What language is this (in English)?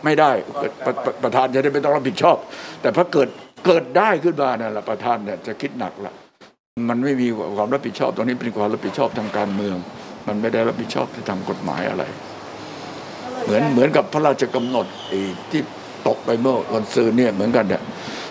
Thai